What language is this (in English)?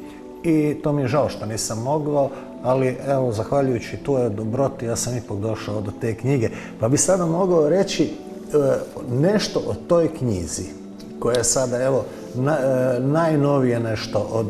Croatian